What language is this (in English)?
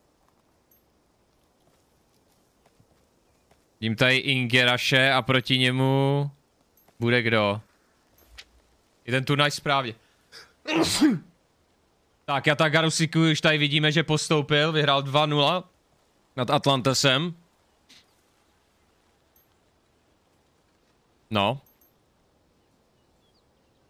Czech